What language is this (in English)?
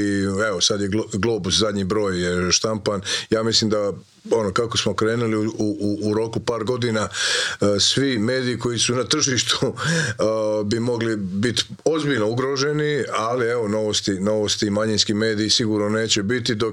Croatian